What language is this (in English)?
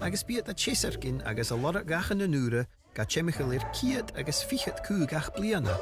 Scottish Gaelic